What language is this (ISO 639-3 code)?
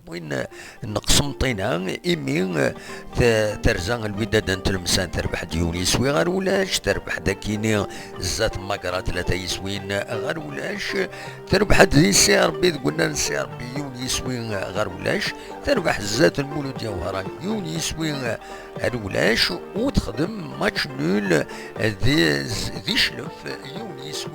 kab